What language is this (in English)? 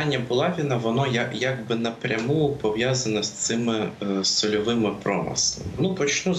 Ukrainian